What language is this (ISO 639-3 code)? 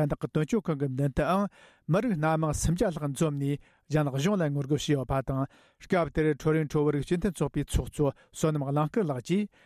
bod